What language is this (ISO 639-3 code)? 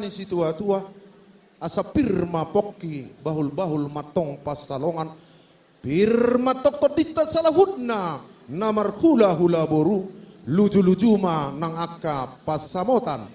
bbc